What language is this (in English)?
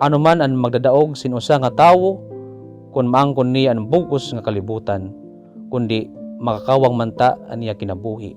Waray